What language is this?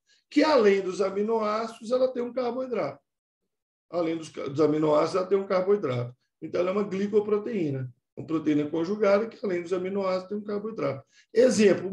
Portuguese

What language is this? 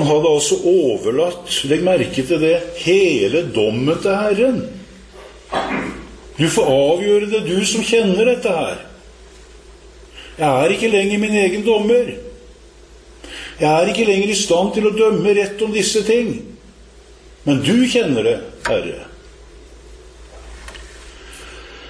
Norwegian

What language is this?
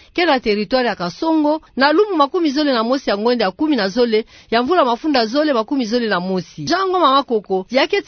Kituba (Democratic Republic of Congo)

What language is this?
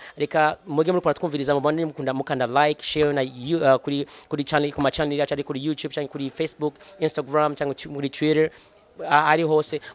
Rundi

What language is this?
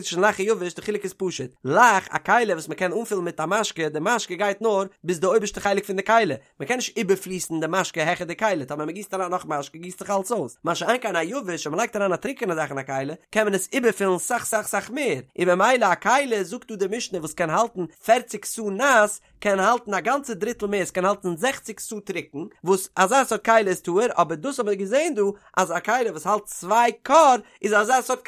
Yiddish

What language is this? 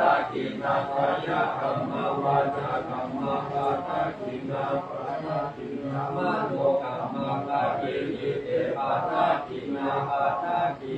Pali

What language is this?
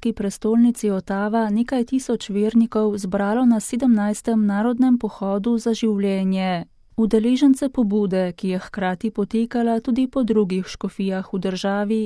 Slovenian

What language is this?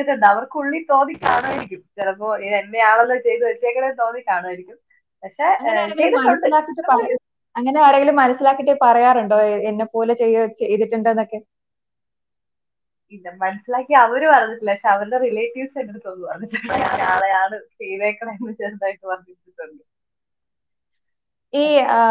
Malayalam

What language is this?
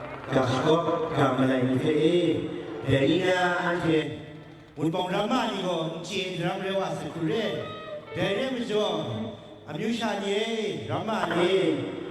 Kachin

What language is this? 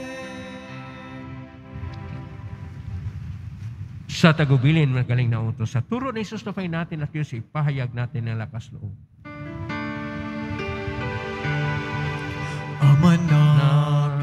Filipino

